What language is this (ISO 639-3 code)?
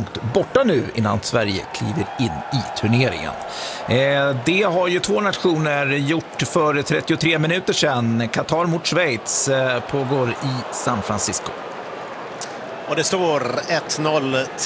swe